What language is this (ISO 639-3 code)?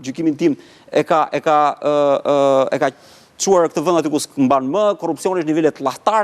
sqi